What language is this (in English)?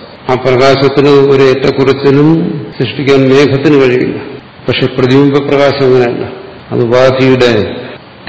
Malayalam